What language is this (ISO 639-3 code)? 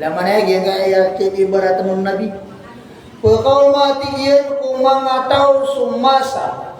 mrw